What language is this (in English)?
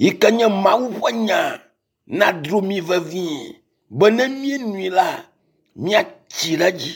Ewe